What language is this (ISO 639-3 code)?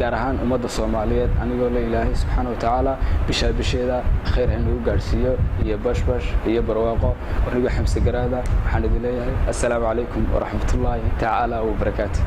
som